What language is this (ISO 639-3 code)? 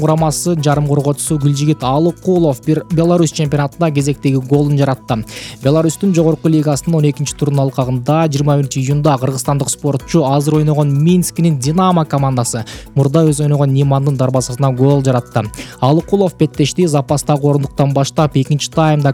kir